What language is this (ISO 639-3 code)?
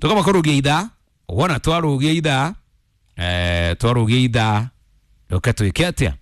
kik